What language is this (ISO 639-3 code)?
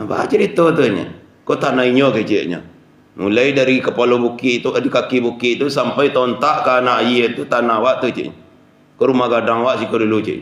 min